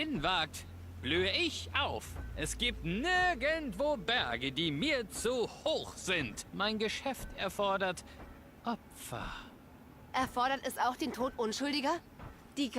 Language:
Swiss German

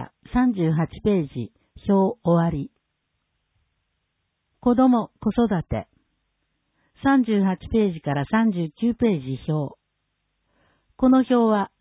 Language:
Japanese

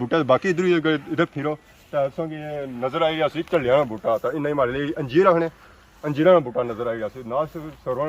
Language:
Pahari-Potwari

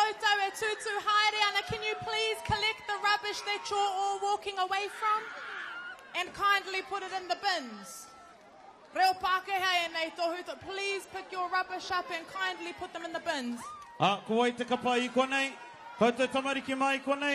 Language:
Māori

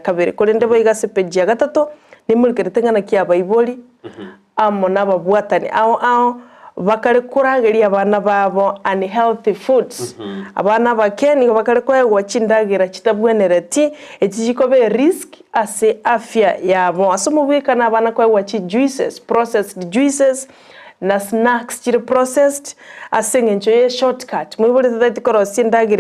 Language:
Gusii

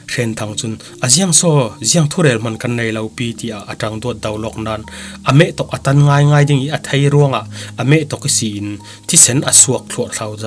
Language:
Falam Chin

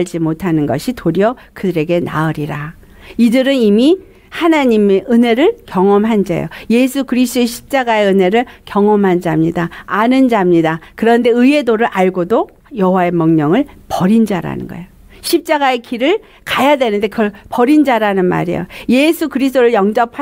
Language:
Korean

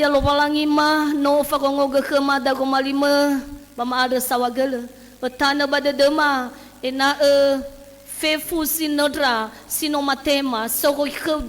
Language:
Nias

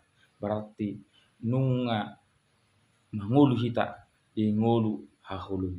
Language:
Batak Toba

